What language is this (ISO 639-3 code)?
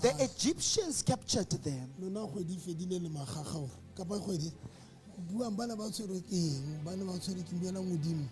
sot